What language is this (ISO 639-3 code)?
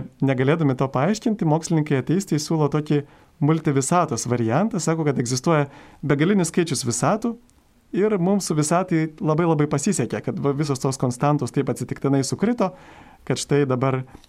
lit